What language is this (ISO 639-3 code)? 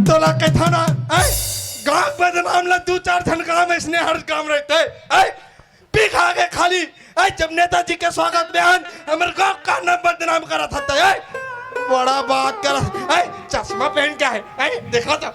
hne